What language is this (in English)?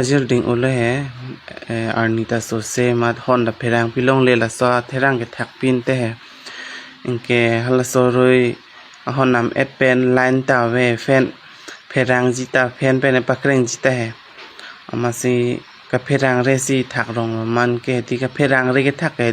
Karbi